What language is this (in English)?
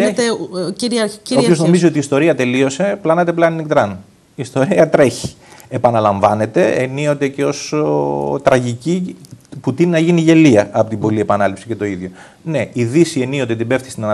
Greek